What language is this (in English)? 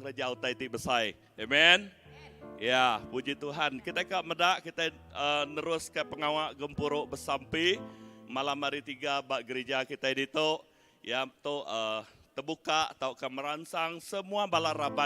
Iban